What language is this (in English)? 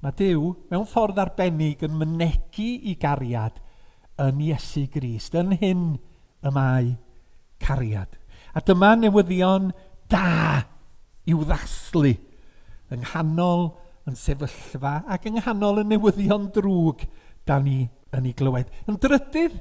Welsh